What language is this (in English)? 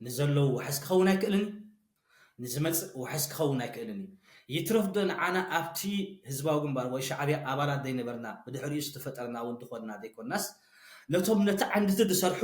Tigrinya